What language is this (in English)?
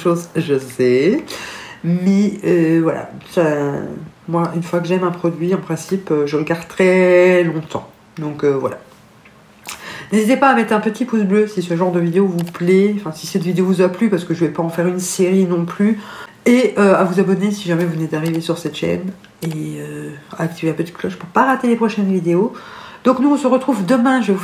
French